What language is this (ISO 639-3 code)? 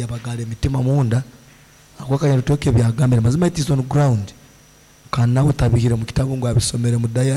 nyn